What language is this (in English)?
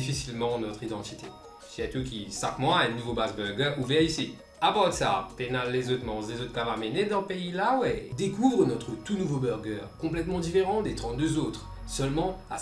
Morisyen